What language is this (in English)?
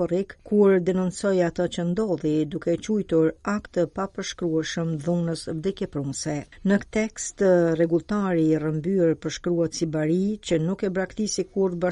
Albanian